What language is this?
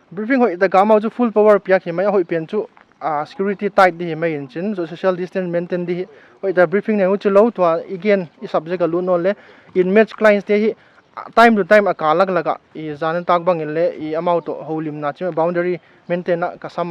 Paite Chin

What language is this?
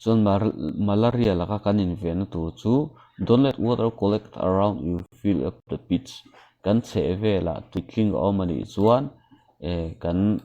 Mizo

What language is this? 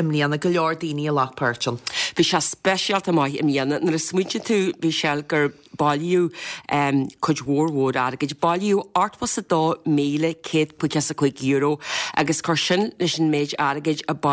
Irish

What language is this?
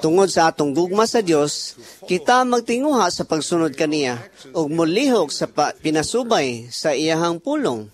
Cebuano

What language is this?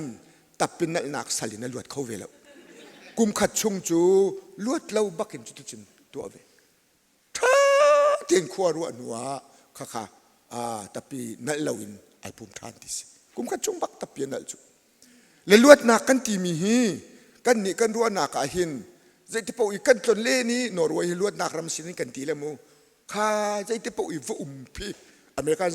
Hakha Chin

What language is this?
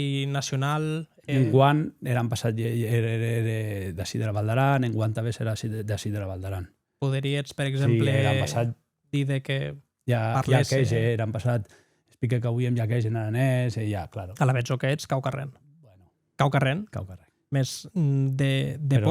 Occitan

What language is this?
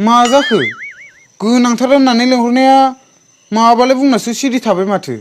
Bodo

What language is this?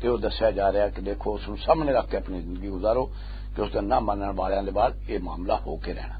Western Panjabi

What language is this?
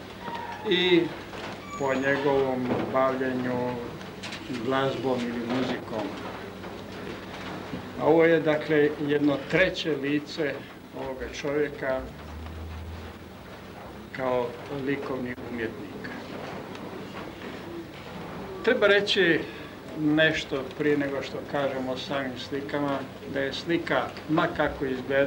Croatian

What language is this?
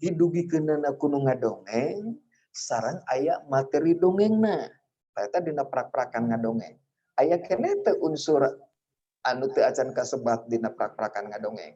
Sundanese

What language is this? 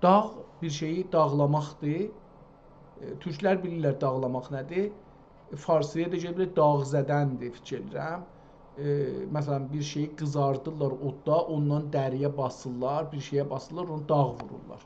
South Azerbaijani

